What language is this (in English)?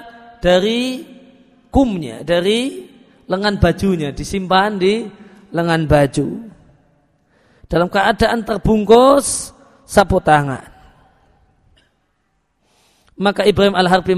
Indonesian